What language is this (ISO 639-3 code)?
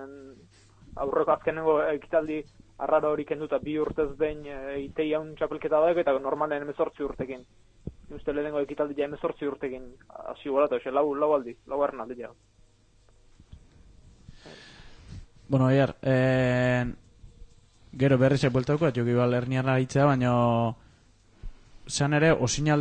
eus